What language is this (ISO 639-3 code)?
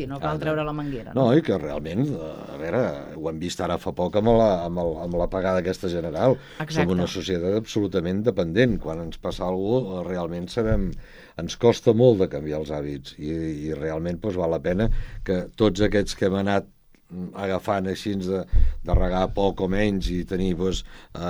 cat